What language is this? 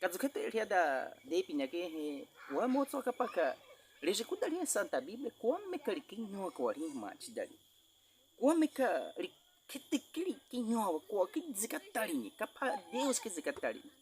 Baniwa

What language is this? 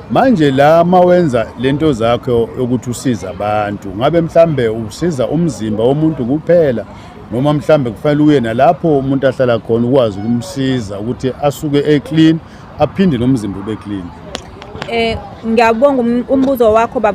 Zulu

